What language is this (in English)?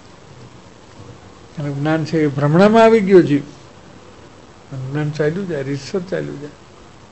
Gujarati